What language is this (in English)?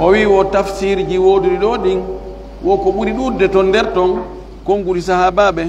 Pular